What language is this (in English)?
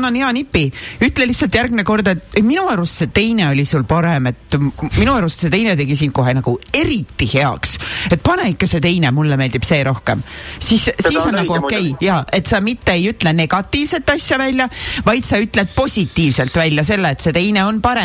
Estonian